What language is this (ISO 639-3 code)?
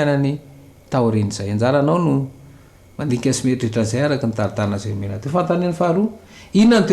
mlg